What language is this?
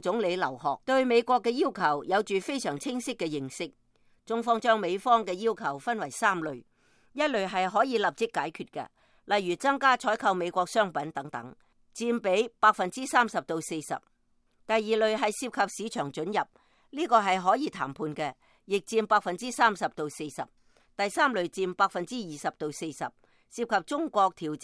Cantonese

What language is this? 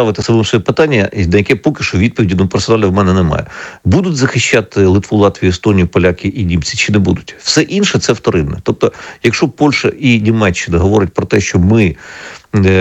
Ukrainian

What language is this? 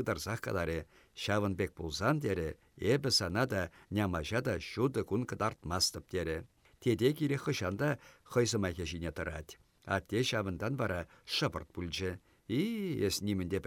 Chuvash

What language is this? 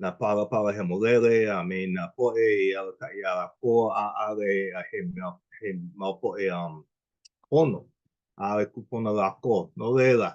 Hawaiian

